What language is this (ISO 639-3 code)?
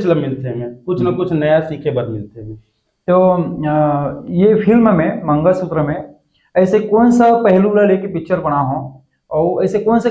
hne